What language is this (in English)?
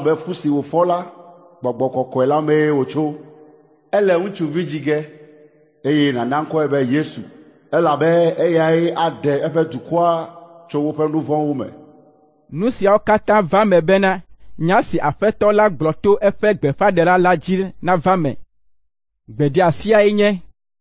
Ewe